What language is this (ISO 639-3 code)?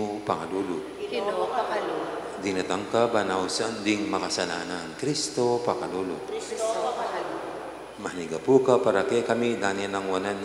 pam